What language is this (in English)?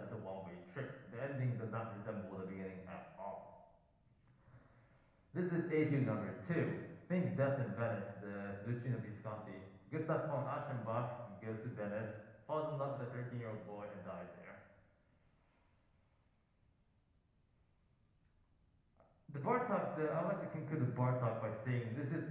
English